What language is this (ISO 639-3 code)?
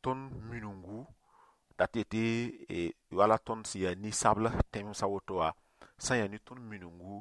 mos